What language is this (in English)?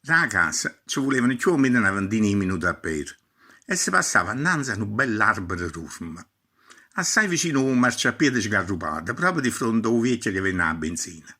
Neapolitan